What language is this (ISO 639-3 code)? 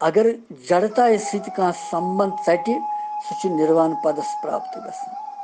kas